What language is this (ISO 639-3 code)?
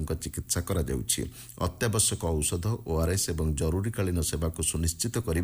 ori